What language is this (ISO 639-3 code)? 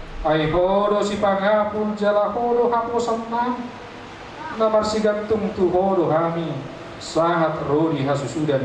bbc